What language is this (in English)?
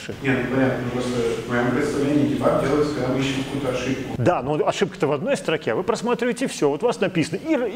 Russian